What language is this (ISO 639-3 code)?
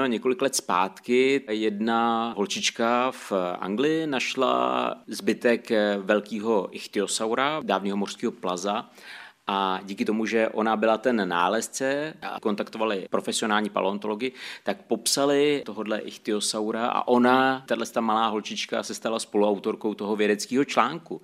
ces